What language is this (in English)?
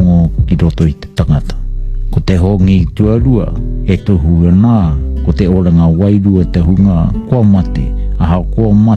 Māori